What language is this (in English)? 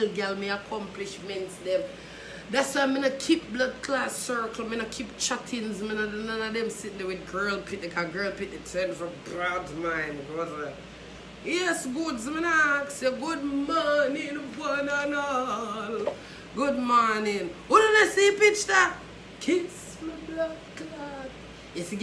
Jamaican Creole English